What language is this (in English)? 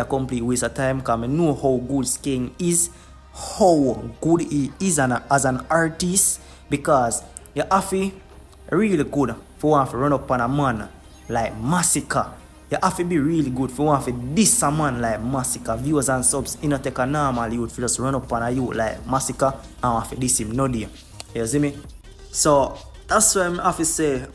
Jamaican Creole English